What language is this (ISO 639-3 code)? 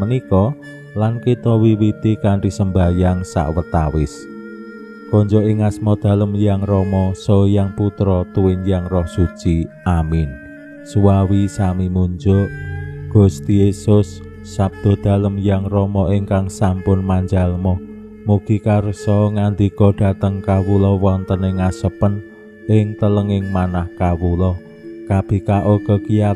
jav